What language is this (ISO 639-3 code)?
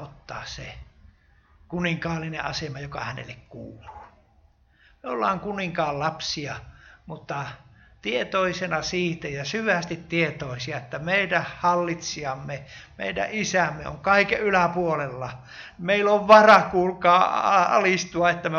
fin